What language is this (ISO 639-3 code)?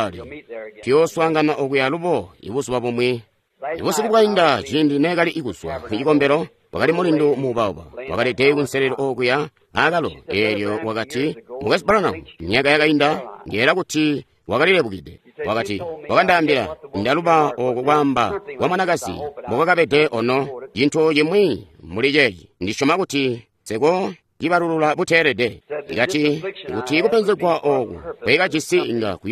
toi